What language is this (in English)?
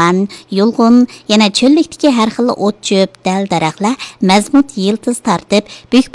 Uyghur